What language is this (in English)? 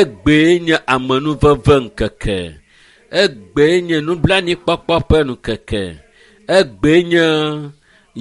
Ewe